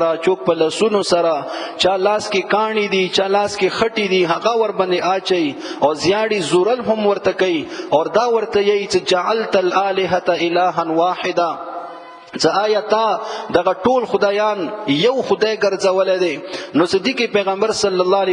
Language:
Pashto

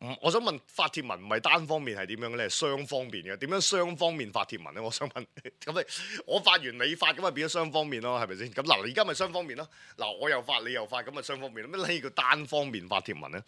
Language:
Cantonese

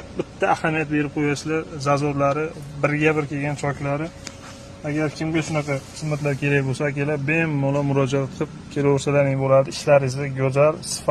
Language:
Uzbek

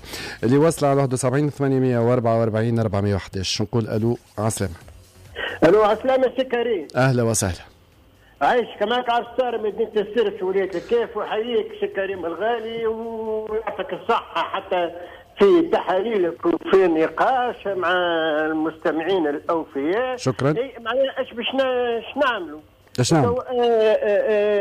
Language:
Tunisian Arabic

